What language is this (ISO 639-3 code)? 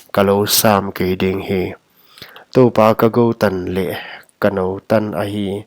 pck